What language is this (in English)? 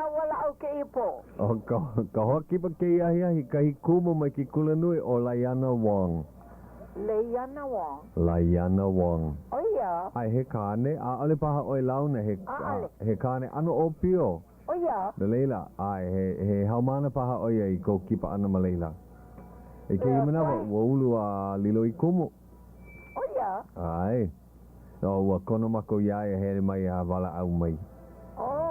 Hawaiian